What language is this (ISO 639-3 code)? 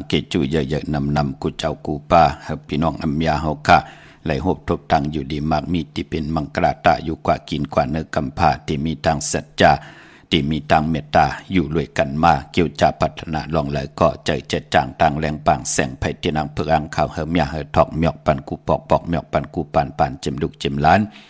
shn